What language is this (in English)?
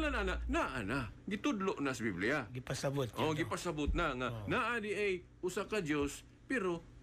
Cebuano